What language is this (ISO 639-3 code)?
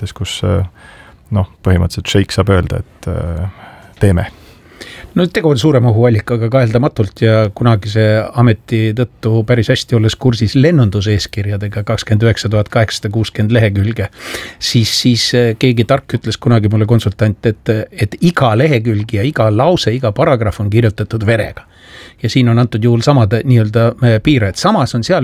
est